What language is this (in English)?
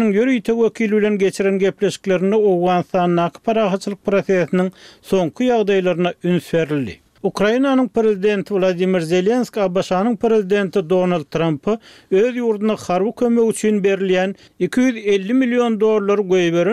Turkmen